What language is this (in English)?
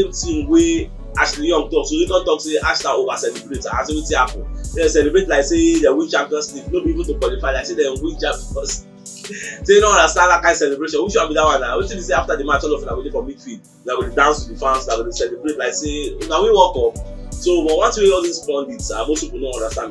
Nigerian Pidgin